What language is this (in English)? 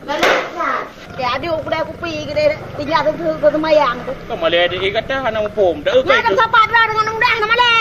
Achinese